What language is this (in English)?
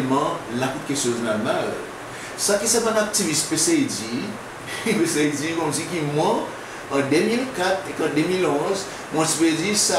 Seselwa Creole French